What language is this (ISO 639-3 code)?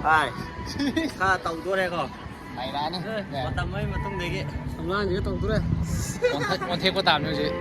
mni